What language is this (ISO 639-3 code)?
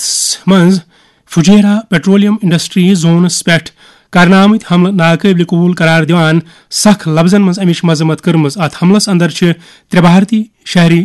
kas